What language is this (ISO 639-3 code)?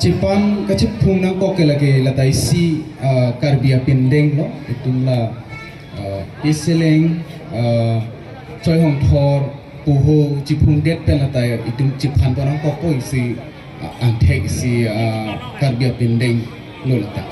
mjw